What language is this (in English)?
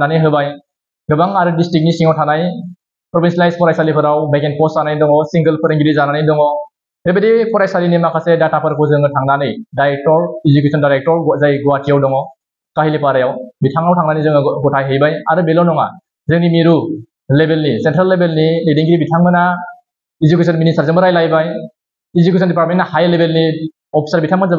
Bodo